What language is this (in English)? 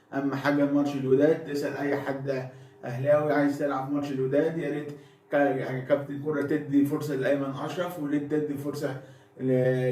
Egyptian Arabic